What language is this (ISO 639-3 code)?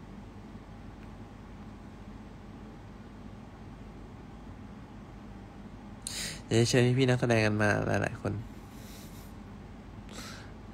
tha